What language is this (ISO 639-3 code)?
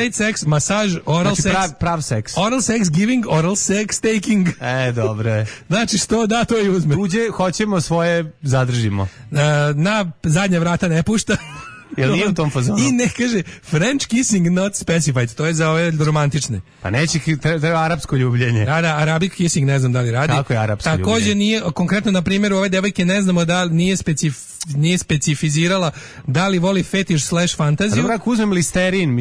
srp